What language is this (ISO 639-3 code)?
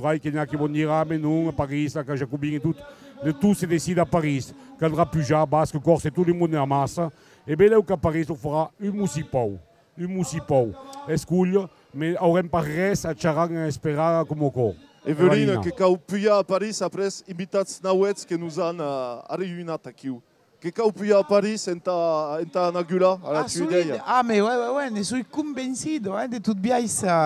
oci